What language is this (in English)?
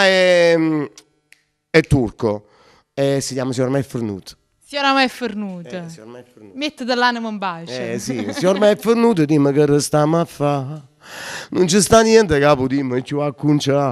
Neapolitan